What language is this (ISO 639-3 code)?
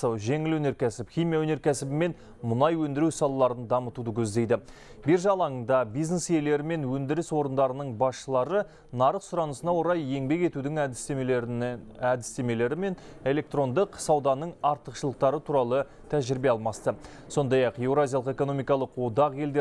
kaz